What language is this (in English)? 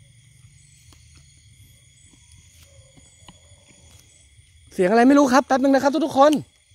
Thai